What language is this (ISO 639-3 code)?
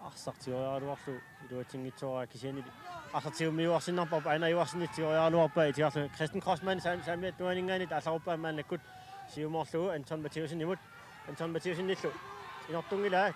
kal